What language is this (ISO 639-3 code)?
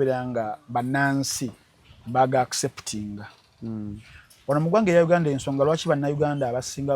lug